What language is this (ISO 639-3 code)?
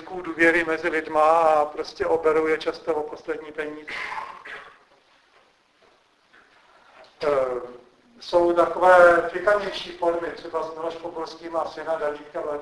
ces